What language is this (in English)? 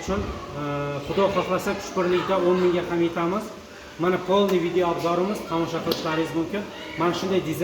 Uzbek